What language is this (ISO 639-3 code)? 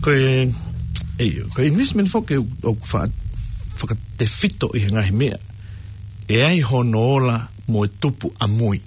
ton